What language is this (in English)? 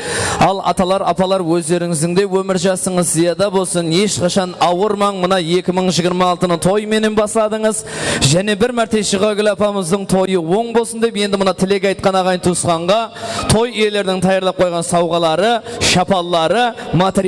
Kara-Kalpak